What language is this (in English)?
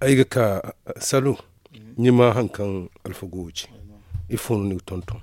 Zarma